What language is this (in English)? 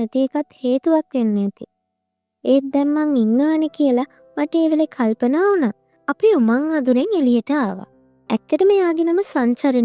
Sinhala